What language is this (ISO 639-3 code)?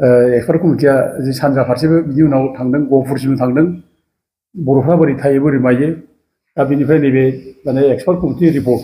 brx